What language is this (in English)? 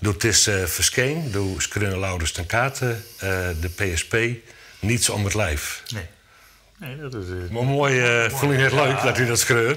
Western Frisian